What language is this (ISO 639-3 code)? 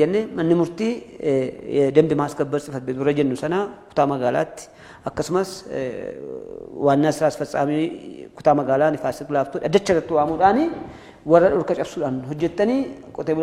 orm